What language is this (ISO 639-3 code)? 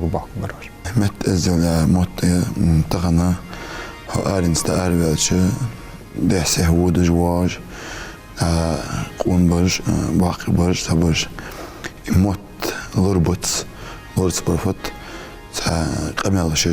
inh